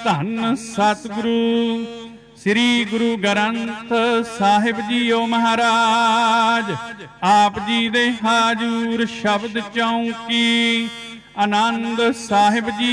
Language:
Punjabi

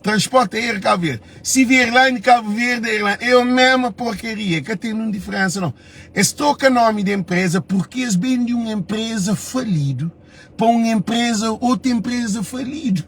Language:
Kabuverdianu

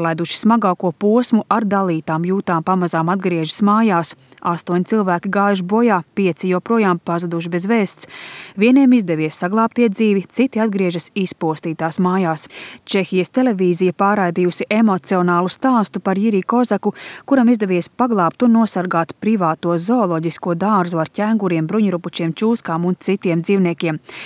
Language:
Latvian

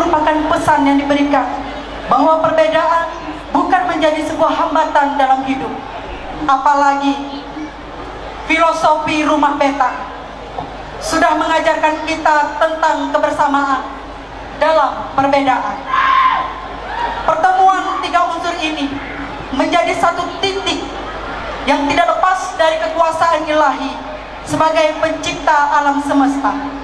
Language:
Indonesian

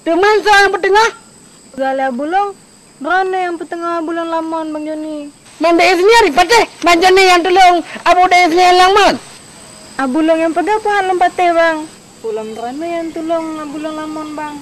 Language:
Achinese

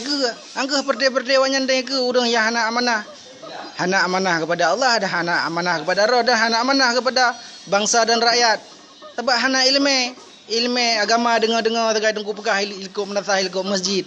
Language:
Achinese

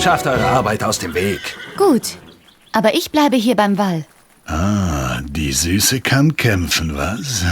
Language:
Bavarian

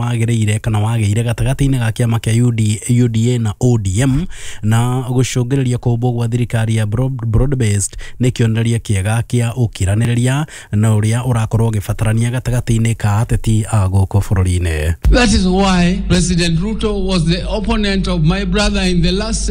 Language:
Kikuyu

